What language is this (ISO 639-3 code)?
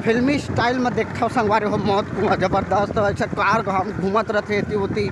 hne